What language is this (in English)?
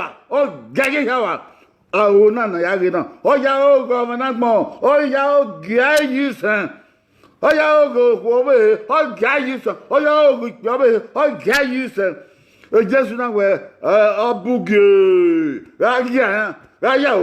Bini